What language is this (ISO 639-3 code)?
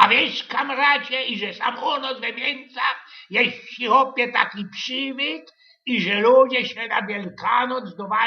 szl